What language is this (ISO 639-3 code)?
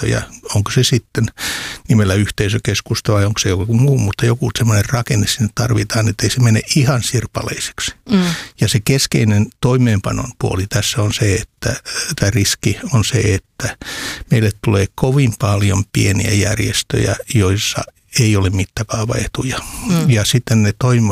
fin